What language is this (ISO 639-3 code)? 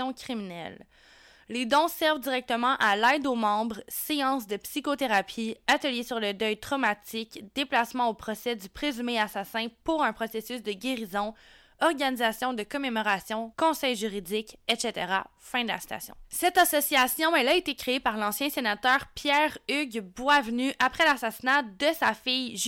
fra